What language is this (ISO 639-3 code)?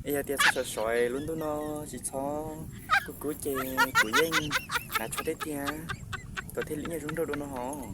hmn